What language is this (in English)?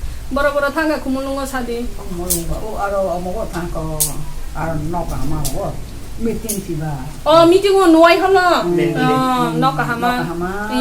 Kok Borok